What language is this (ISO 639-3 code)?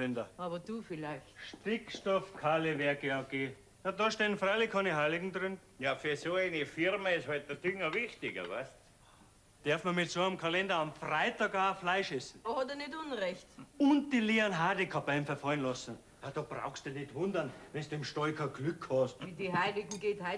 bar